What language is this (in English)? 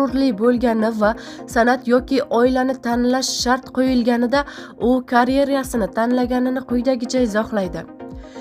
Uzbek